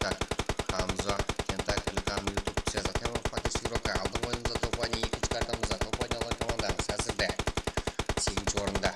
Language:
Kara-Kalpak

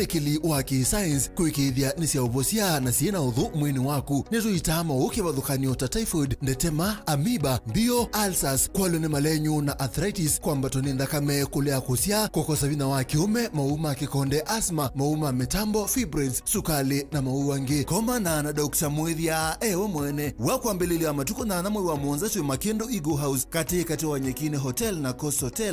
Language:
Kamba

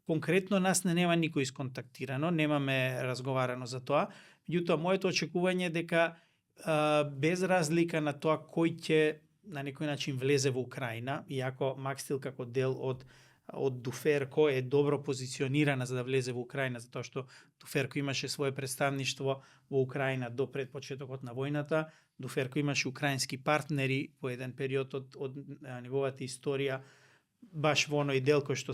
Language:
Macedonian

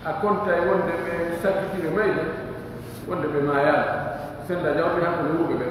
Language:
Pular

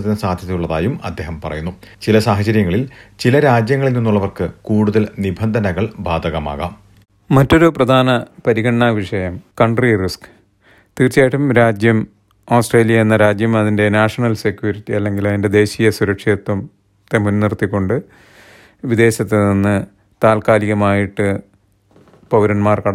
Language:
Malayalam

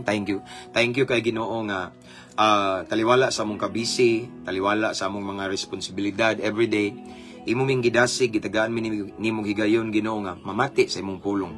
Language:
Cebuano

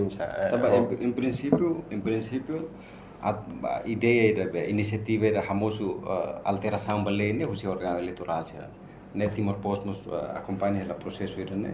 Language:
Tetum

